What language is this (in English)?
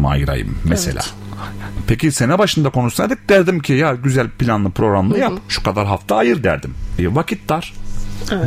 Turkish